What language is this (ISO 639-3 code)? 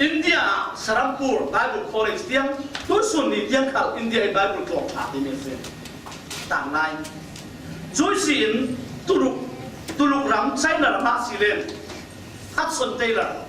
cfm